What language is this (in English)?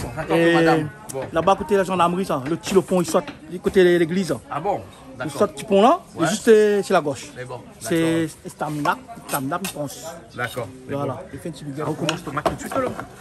Réunion Creole French